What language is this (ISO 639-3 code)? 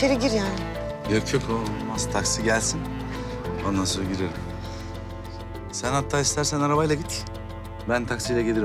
tur